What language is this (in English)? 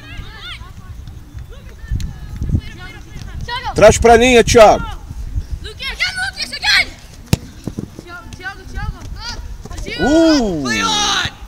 Portuguese